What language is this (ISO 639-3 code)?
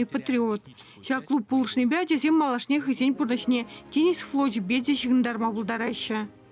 chv